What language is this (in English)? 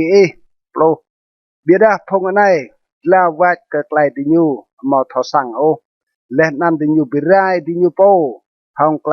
Rade